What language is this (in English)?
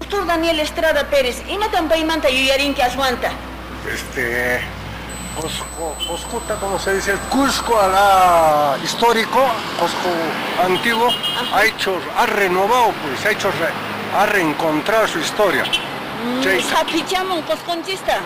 Quechua